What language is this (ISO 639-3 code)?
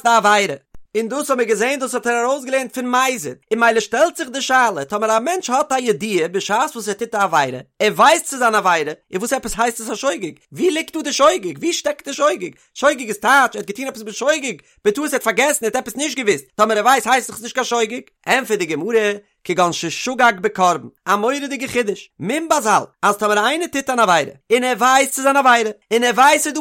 yid